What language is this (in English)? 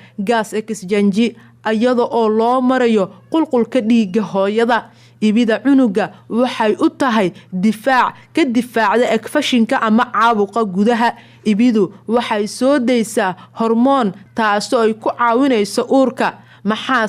Somali